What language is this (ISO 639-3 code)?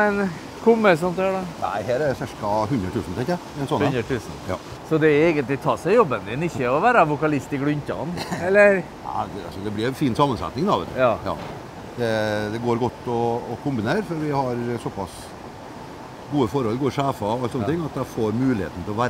nor